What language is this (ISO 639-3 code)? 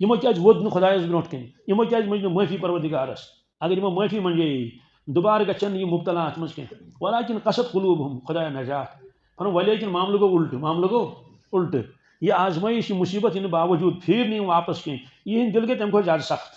kas